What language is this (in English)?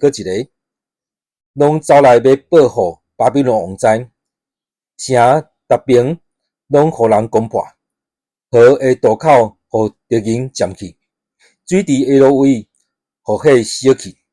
Min Nan Chinese